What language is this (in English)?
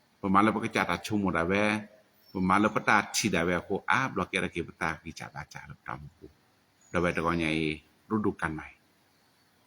S'gaw Karen